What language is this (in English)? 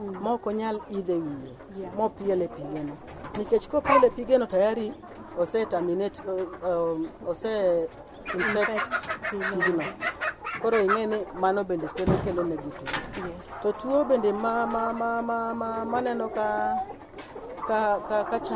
Luo (Kenya and Tanzania)